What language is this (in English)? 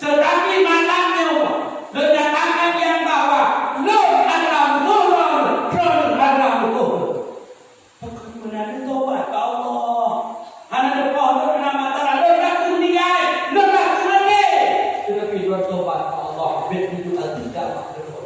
Achinese